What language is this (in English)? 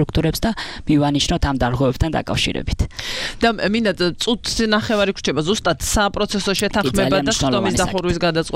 Georgian